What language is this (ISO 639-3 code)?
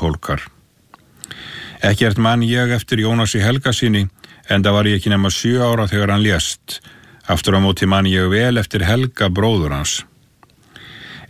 isl